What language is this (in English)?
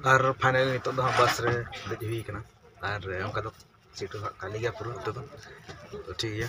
Santali